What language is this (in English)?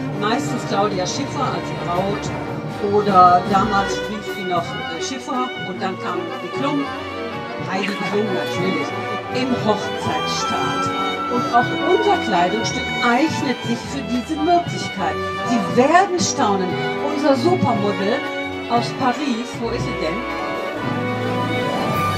German